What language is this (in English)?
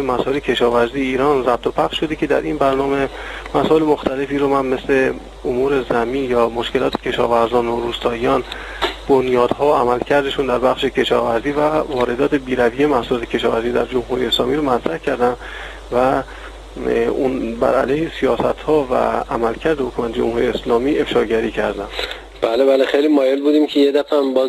Persian